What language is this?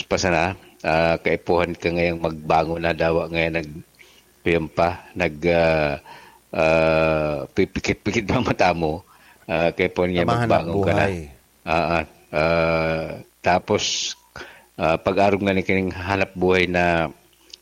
Bikol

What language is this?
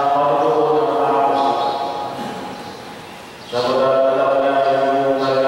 Filipino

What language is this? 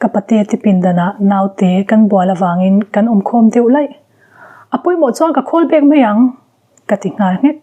Mizo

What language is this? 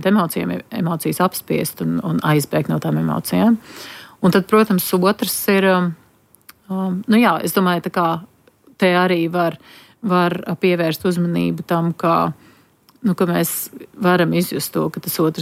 Latvian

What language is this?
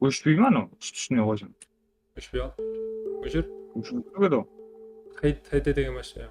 Kara-Kalpak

